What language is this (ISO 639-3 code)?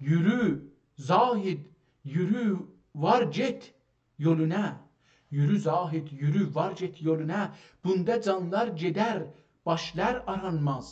azb